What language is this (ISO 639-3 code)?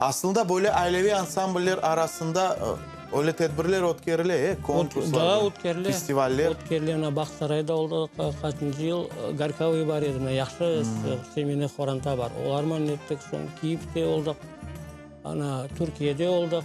crh